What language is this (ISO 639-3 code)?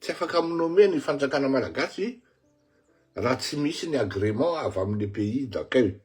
mlg